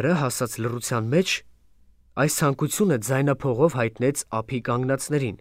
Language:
Armenian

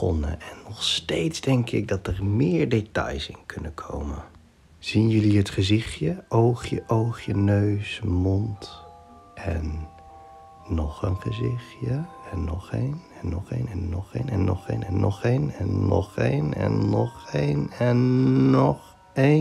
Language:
Dutch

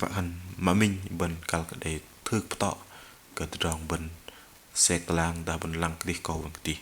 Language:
Bahnar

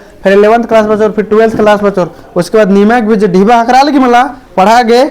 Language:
Kurukh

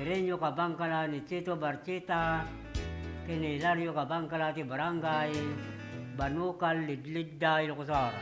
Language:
Iloko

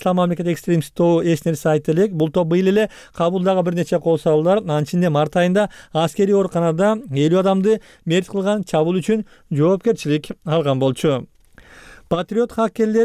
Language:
Kyrgyz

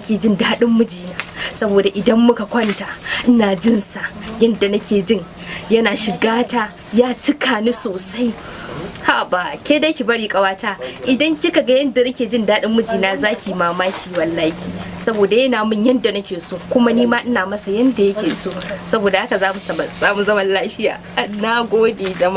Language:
Hausa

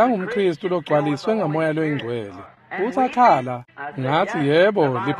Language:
Swati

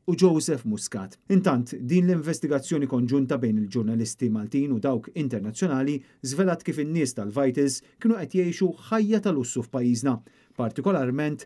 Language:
Maltese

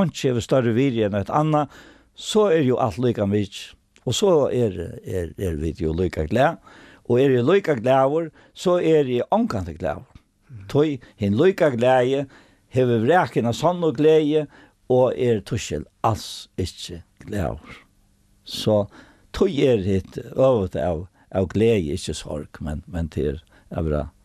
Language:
Faroese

